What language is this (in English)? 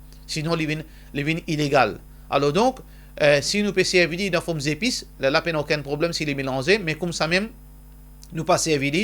Morisyen